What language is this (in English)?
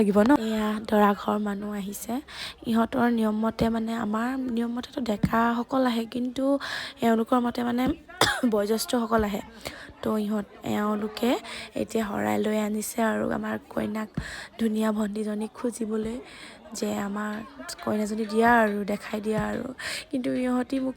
Assamese